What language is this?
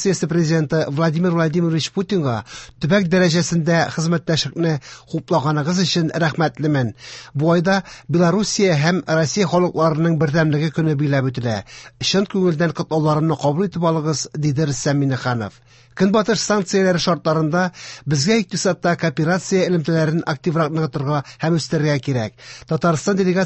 Tatar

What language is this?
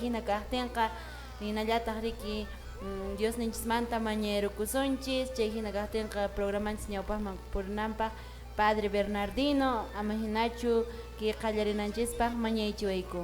Quechua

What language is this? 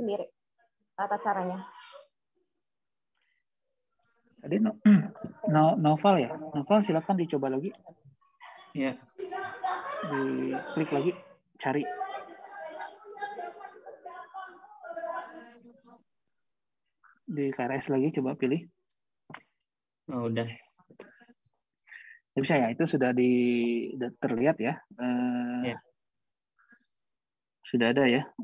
Indonesian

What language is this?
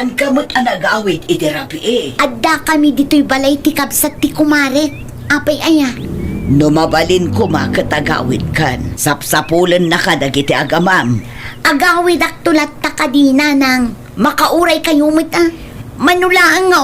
Iloko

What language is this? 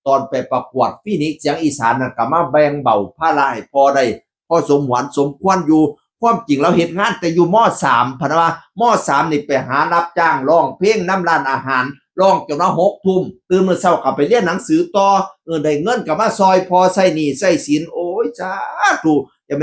Northeastern Thai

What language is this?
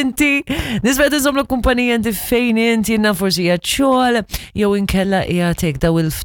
Maltese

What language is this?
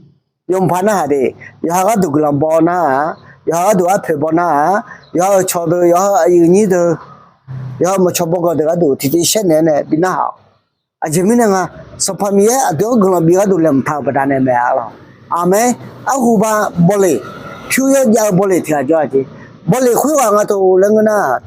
Akha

